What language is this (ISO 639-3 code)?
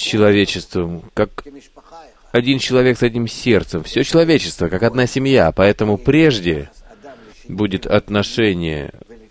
rus